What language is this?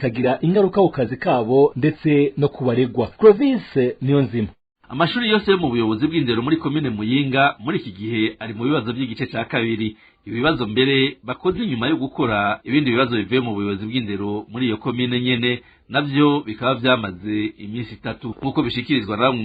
Rundi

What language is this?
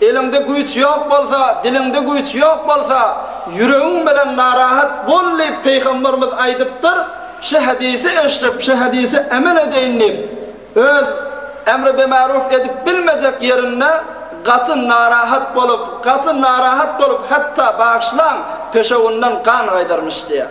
Turkmen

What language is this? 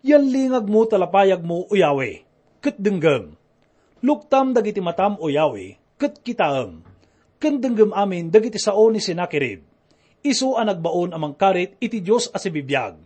Iloko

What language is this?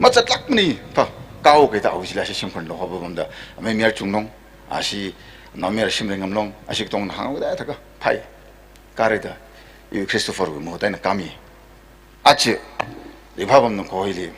Tangkhul Naga (India)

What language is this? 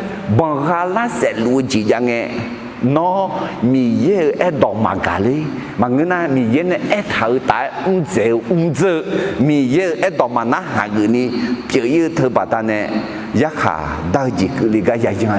Akha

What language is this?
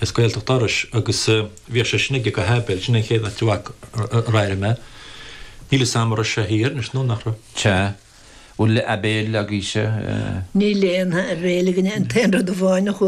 Irish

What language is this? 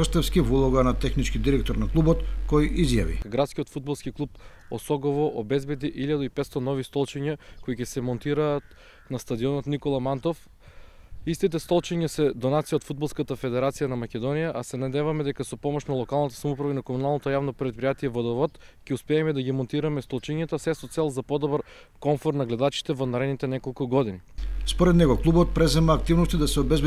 Macedonian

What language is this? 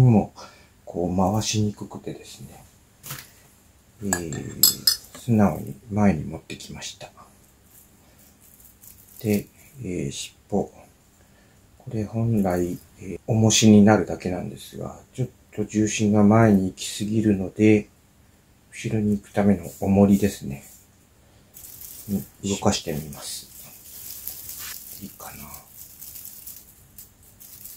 Japanese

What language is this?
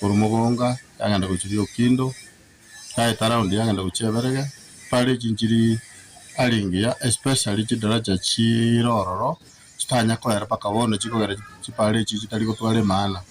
Gusii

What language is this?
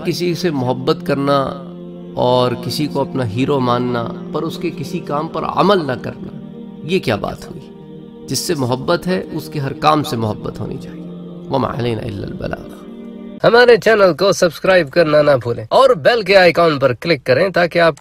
Urdu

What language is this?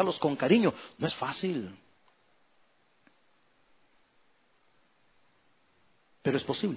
Spanish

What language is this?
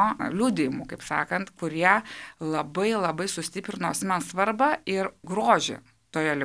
Lithuanian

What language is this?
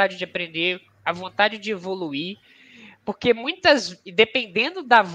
Portuguese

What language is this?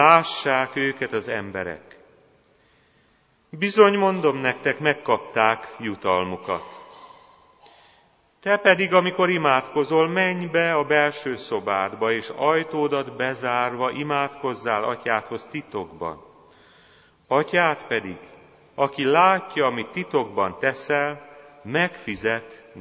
Hungarian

